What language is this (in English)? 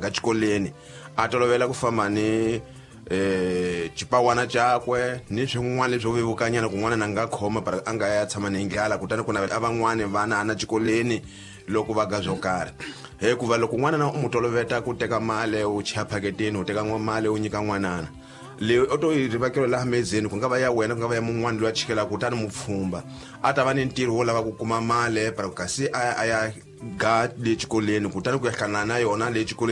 Tsonga